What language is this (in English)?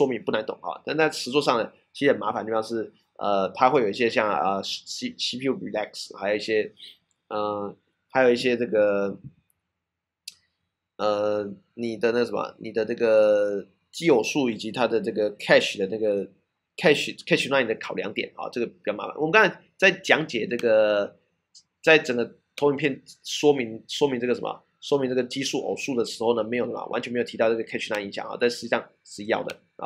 Chinese